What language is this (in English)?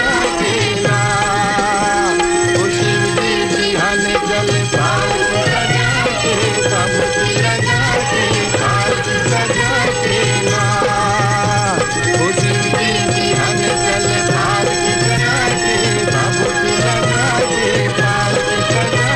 Bhojpuri